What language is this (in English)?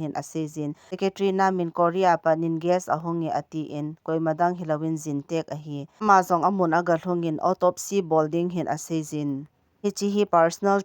Thado Chin